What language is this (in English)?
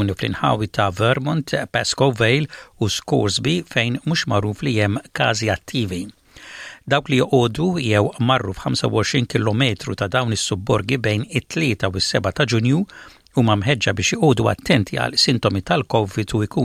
Maltese